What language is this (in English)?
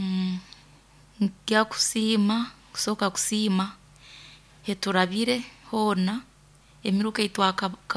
Nyoro